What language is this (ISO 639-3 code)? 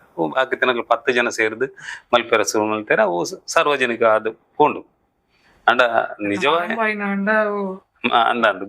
tcy